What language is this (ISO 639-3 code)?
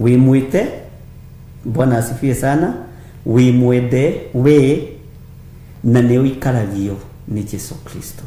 kik